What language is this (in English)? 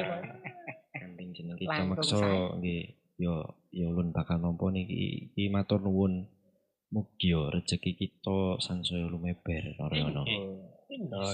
Javanese